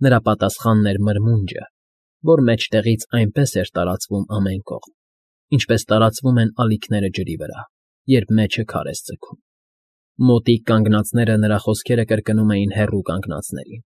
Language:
Armenian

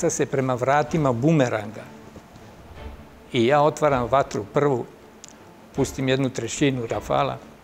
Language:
Serbian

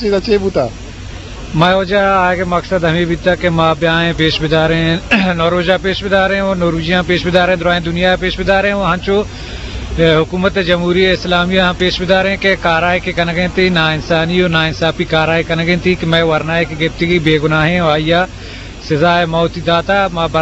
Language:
Eastern Balochi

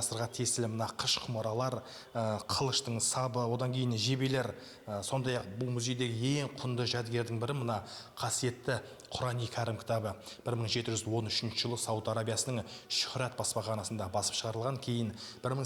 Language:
Kazakh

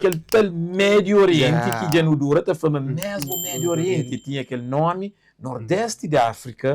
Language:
Kabuverdianu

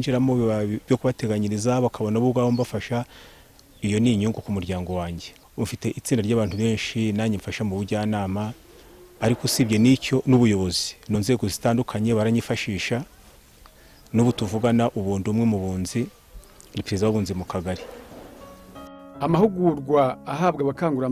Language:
Kinyarwanda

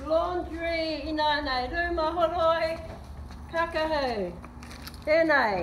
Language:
Māori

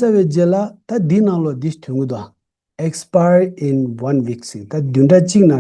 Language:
Tibetan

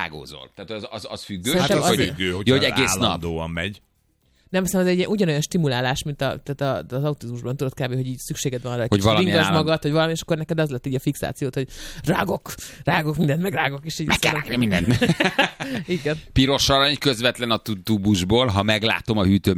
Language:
Hungarian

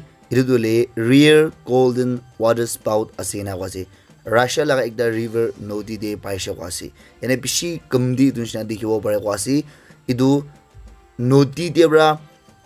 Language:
Naga Pidgin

